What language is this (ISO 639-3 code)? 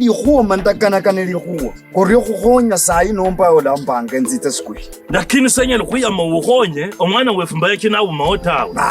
lkb